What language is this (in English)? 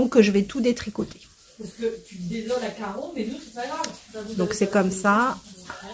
French